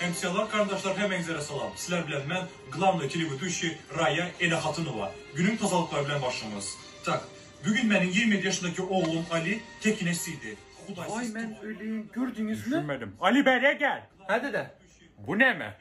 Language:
Turkmen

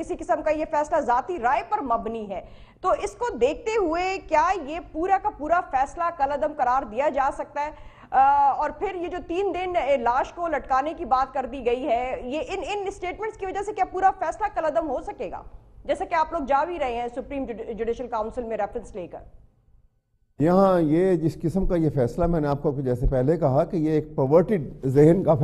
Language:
Urdu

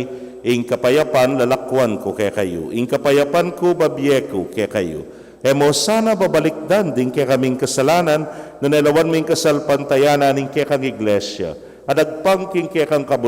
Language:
Pampanga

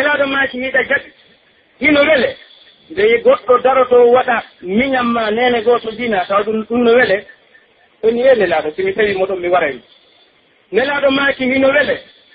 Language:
Pular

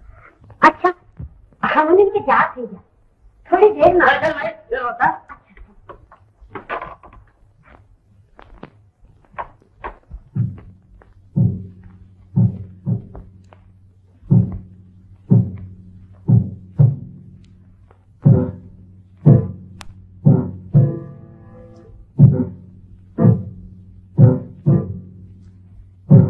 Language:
Bhojpuri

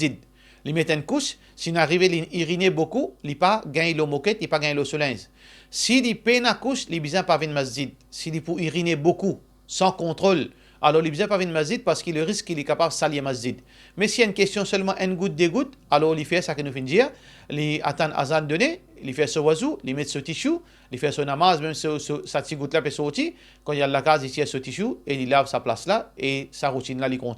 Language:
Morisyen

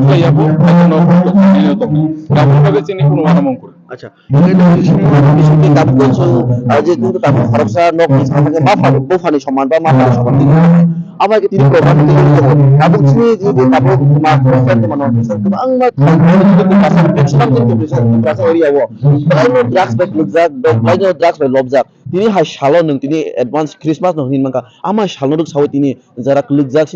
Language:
Kok Borok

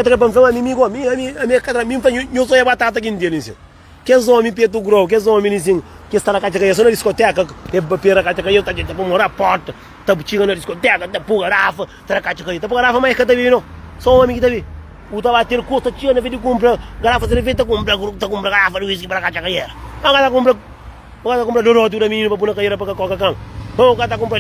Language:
Kabuverdianu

